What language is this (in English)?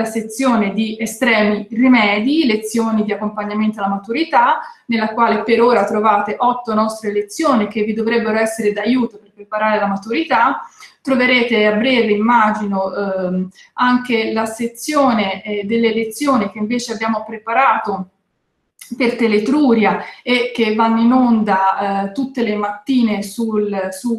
Italian